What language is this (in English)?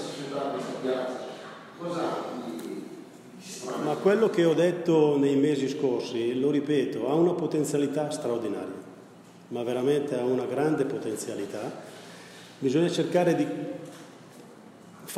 Italian